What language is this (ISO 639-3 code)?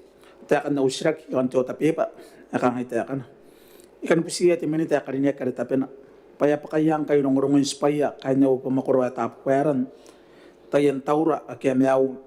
gil